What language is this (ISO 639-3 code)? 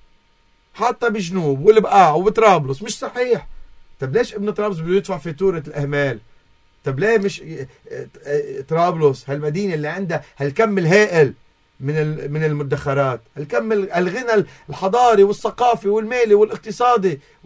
apc